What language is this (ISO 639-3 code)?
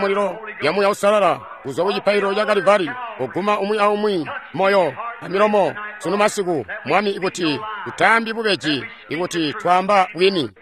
toi